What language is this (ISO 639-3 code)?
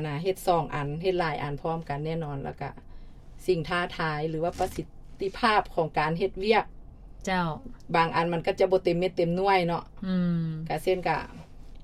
lao